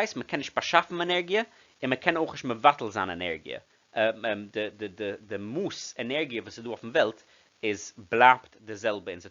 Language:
Yiddish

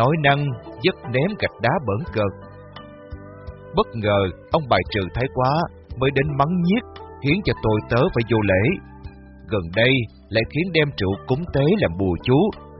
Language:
Vietnamese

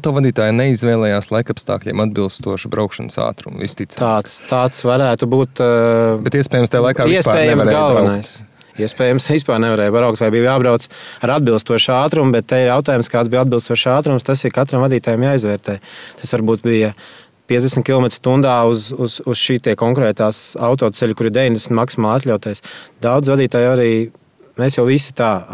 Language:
Latvian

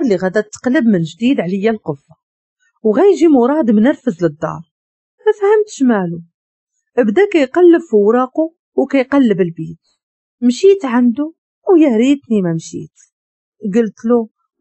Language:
Moroccan Arabic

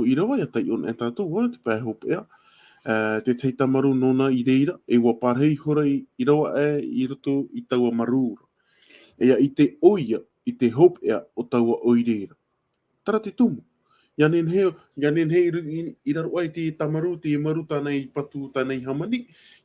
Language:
Tahitian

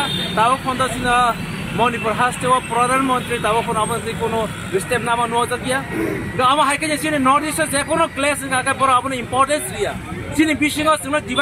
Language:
Kok Borok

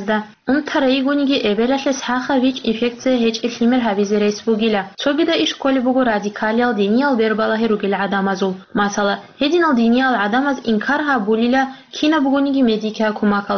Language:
Avaric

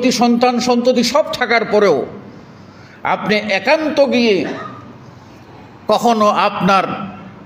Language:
Bangla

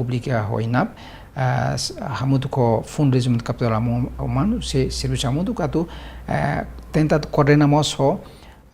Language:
Tetum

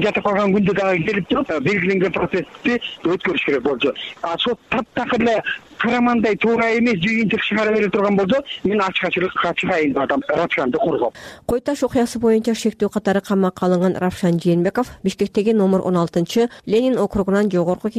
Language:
Kyrgyz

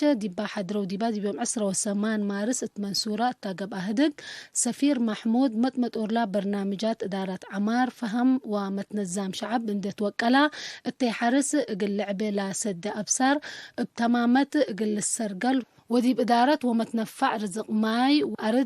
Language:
Tigre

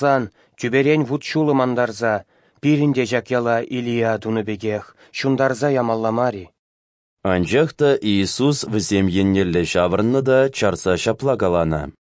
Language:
Chuvash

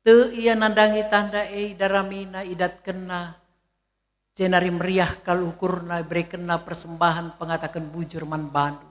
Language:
Batak Karo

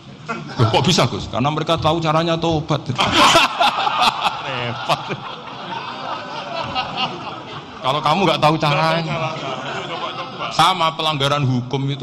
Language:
Indonesian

